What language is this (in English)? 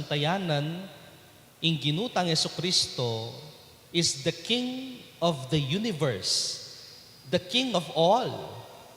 Pampanga